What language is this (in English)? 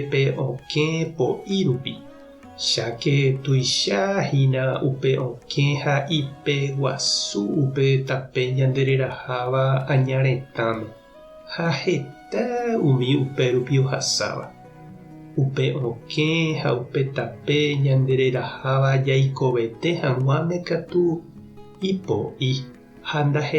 Guarani